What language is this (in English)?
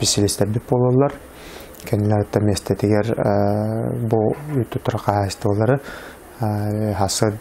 Yakut